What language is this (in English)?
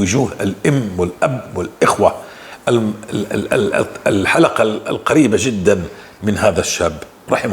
North Levantine Arabic